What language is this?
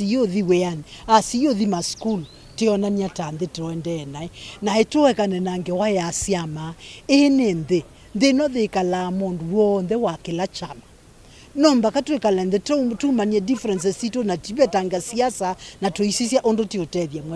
Kamba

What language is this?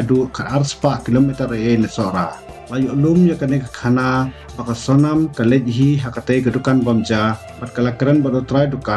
Khasi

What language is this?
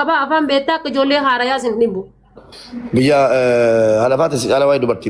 Oromo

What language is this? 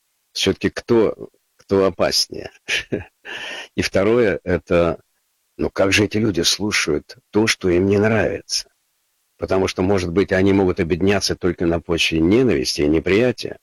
Russian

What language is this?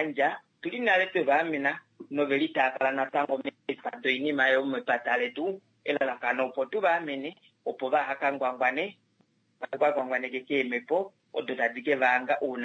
Kuanyama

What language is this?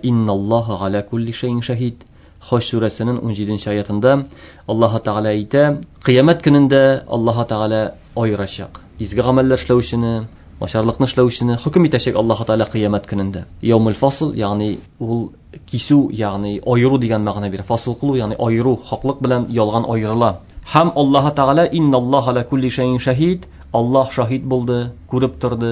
Tatar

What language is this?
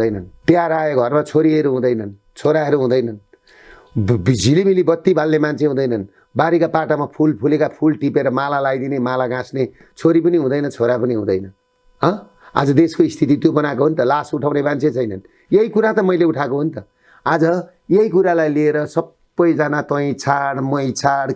Nepali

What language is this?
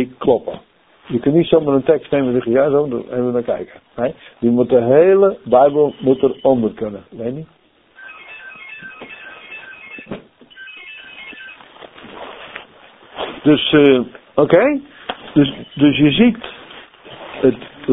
Dutch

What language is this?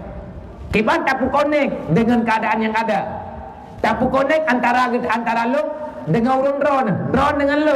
Achinese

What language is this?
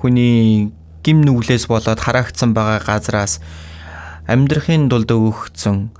Mongolian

